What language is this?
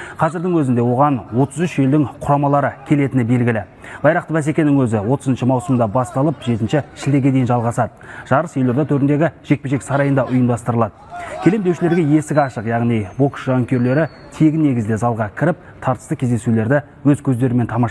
Kazakh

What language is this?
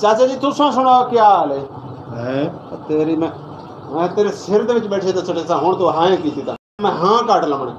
Saraiki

